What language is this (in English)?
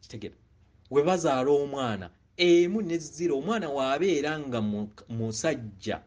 Ganda